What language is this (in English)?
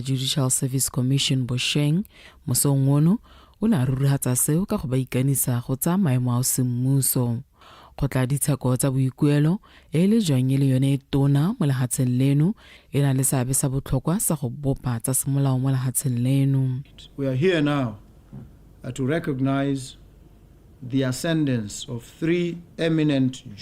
Tswana